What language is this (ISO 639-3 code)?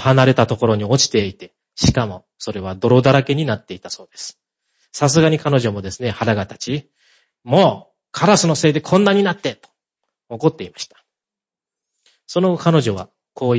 jpn